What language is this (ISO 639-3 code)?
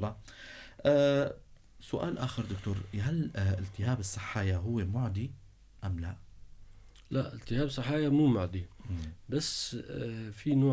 apc